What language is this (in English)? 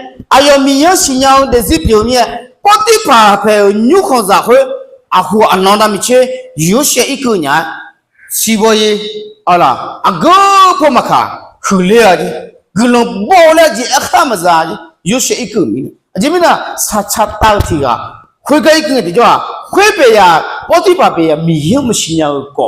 Akha